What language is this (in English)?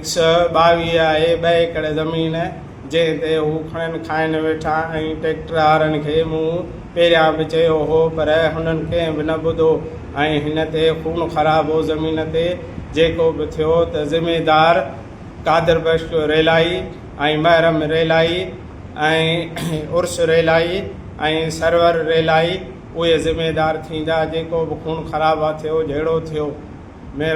Sindhi